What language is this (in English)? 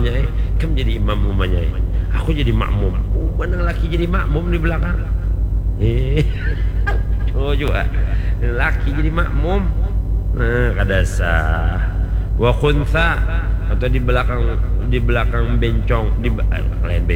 Banjar